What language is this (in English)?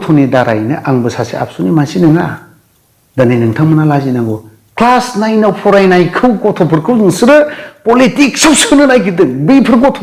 Bodo